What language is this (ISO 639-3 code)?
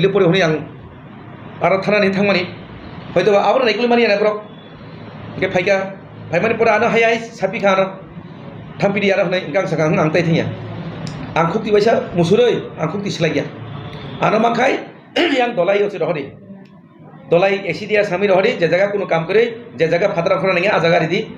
trp